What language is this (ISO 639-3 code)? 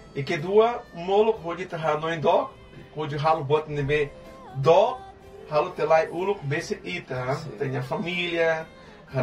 tet